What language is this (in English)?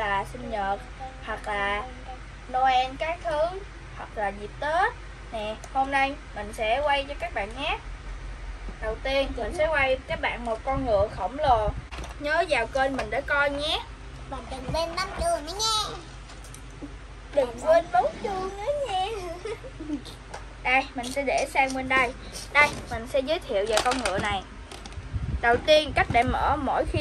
Vietnamese